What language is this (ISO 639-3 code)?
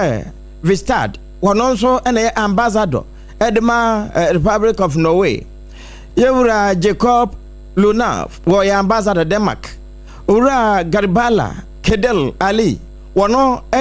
aka